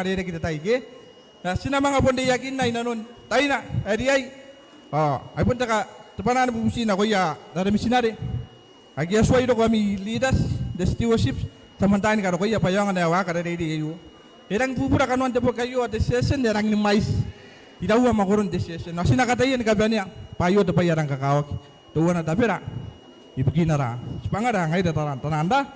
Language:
Gilbertese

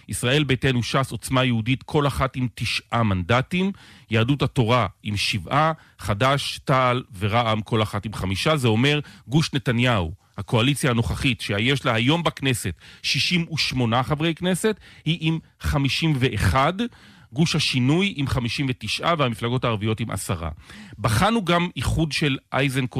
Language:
Hebrew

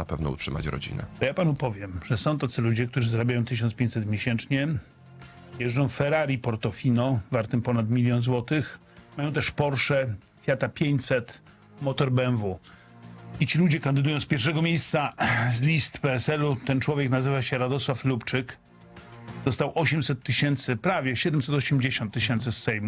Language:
Polish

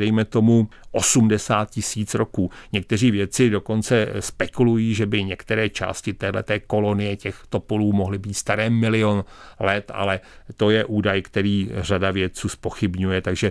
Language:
Czech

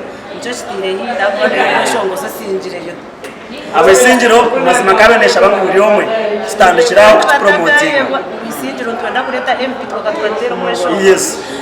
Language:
Nyankole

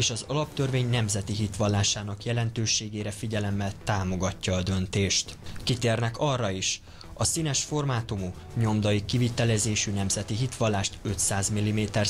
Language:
Hungarian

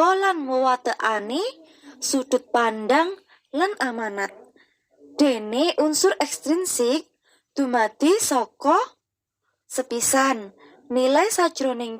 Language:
Javanese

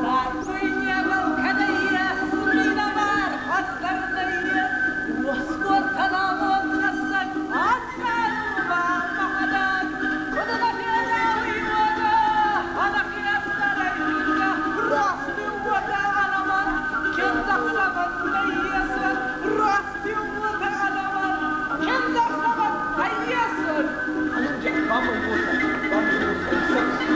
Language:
Ossetic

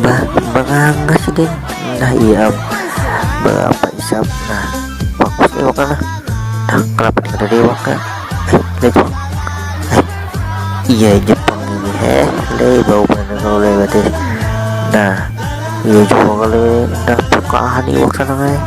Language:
Banjar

